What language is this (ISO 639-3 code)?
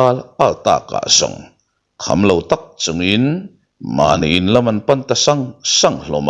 lus